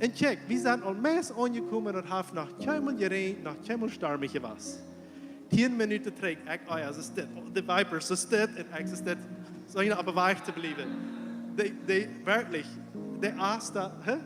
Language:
Plautdietsch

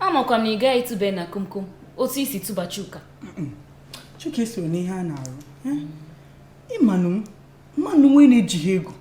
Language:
Igbo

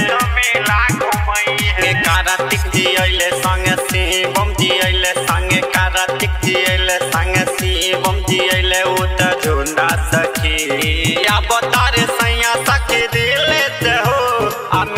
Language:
Bhojpuri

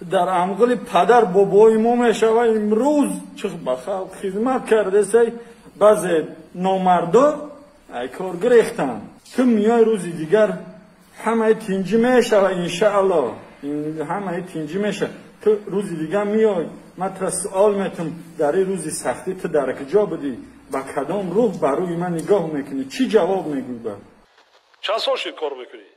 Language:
Tajik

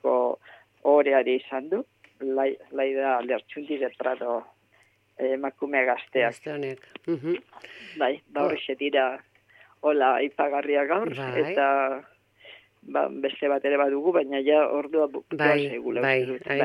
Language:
Basque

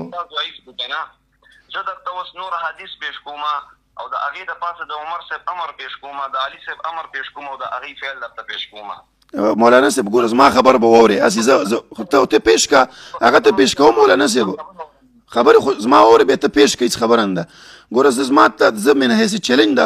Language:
Pashto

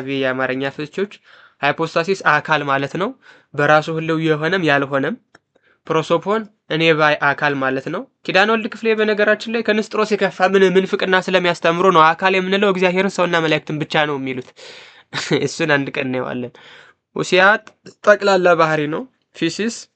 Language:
Amharic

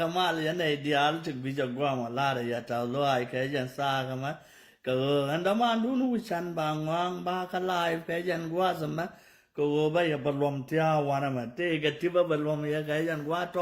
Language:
Nuer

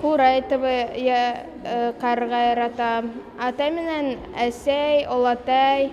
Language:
Bashkir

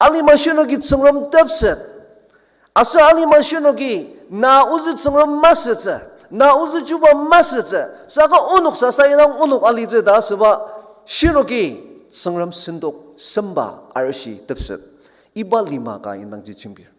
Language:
Ao Naga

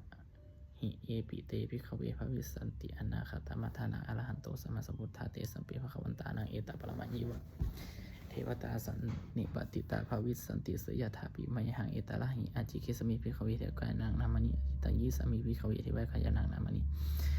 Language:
Pali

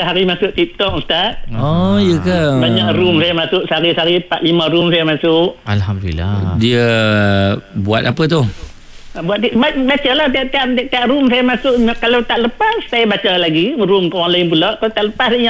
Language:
Malay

